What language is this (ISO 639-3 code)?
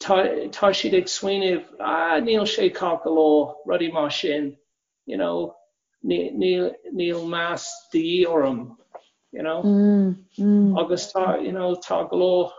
gle